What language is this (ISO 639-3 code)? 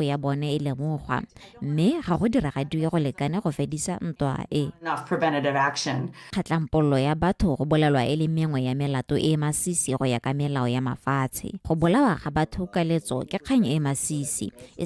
tsn